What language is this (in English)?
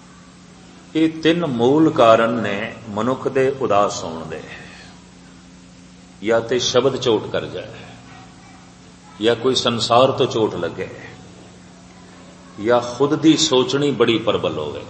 Punjabi